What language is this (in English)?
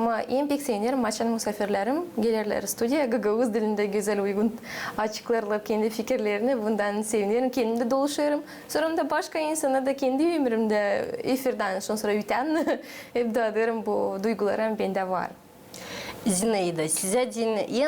Gagauz